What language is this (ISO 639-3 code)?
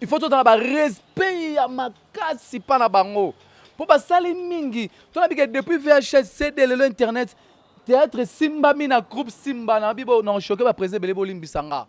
lin